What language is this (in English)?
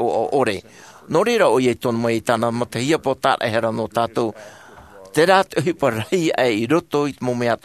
Tahitian